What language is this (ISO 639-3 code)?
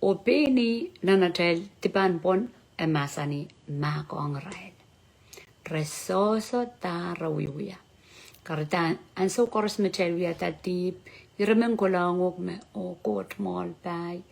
pon